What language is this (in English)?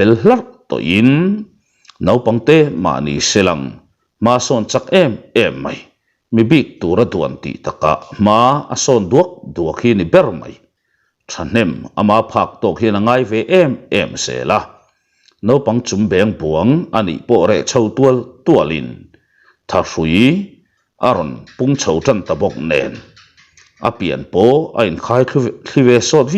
Mizo